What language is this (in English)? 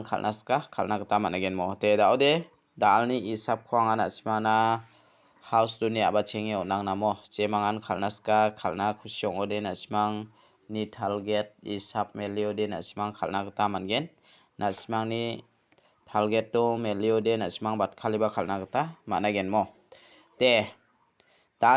Garo